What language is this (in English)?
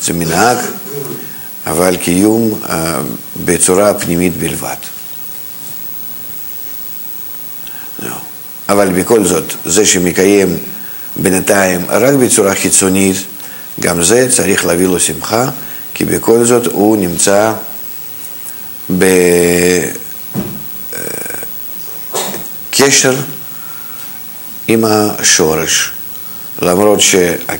Hebrew